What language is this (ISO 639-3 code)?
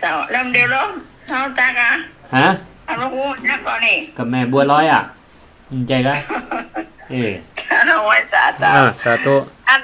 nod